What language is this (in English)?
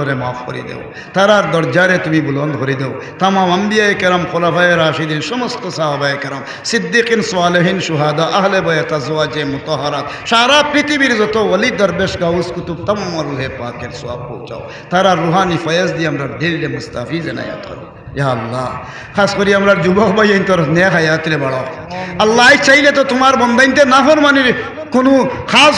Sylheti